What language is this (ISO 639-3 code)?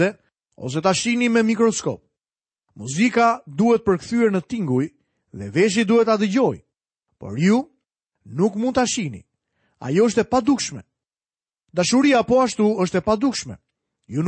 sqi